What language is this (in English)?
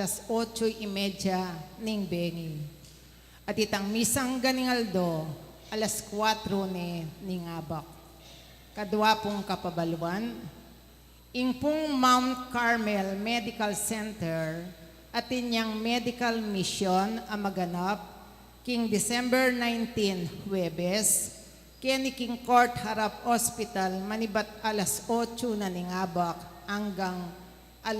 Pampanga